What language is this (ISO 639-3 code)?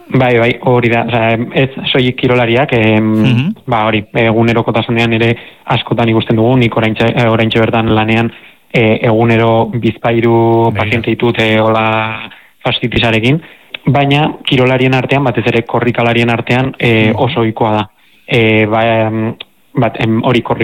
eus